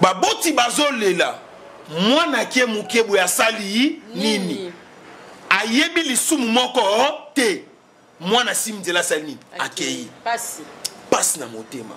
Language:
Lingala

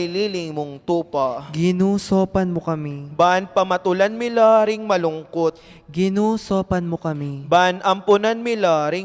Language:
Pampanga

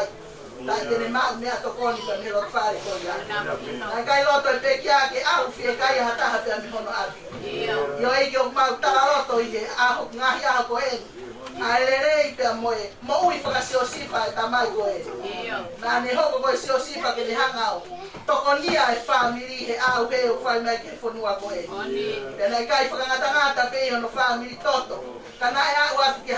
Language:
Tongan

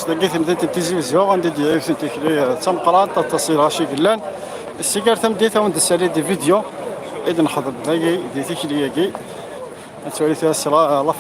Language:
Kabyle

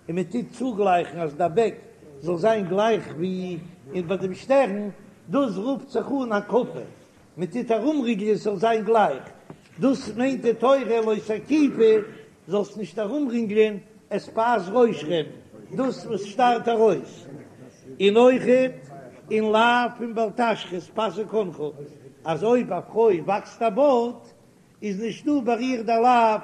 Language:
Yiddish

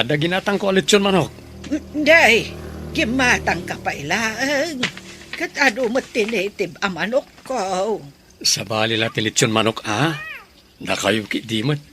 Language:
Iloko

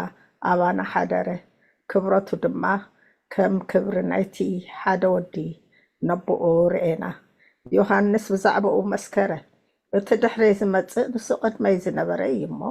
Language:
Tigrinya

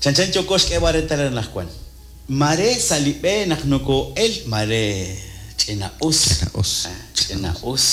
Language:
Kekchí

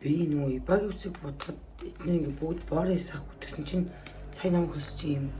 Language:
Mongolian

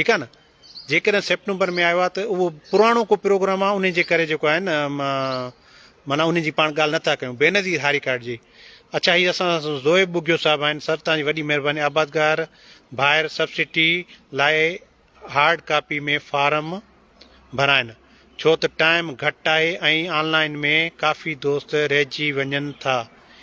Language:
Sindhi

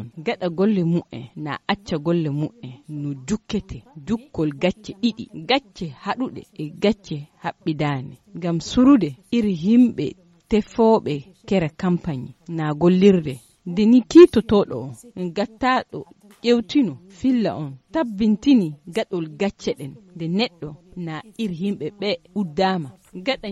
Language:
Nigerian Fulfulde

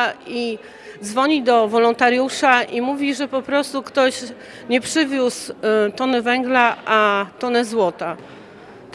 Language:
Polish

